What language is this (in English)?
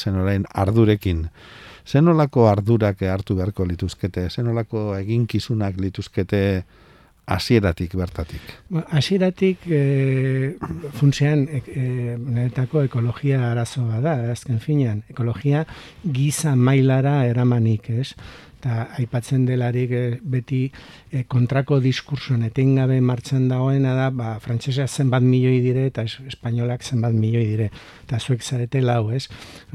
Basque